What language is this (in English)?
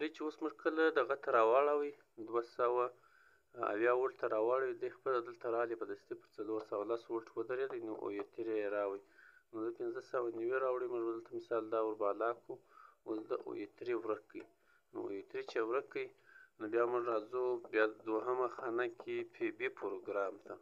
Pashto